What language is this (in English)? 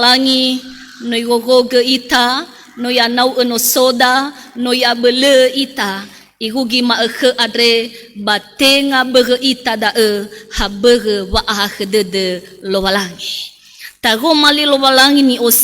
Nias